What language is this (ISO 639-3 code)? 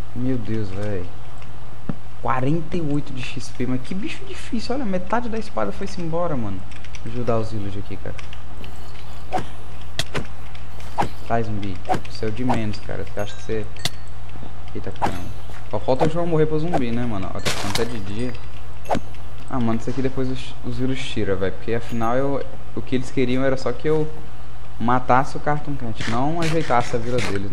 por